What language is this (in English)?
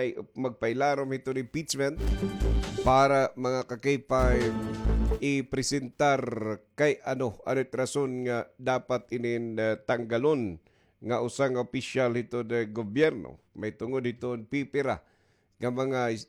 Waray